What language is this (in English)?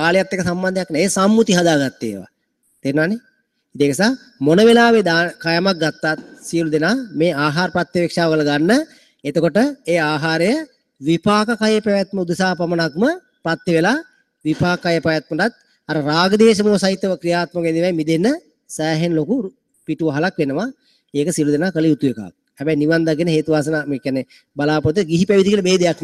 Sinhala